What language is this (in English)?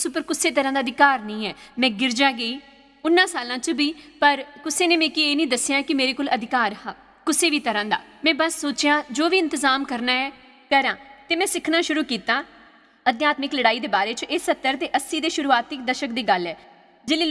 Dogri